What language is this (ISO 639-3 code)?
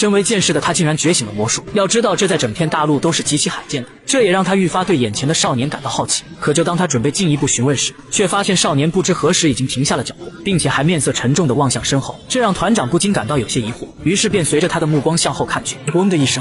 zho